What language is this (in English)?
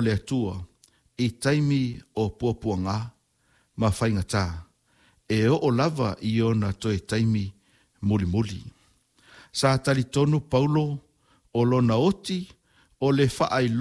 Samoan